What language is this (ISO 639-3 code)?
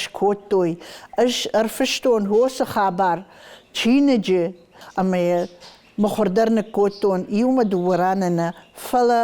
oss